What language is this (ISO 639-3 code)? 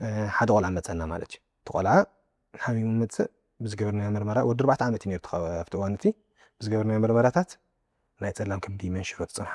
tir